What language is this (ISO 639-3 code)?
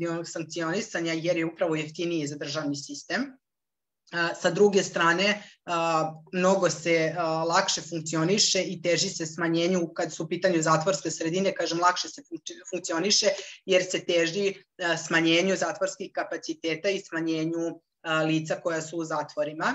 srp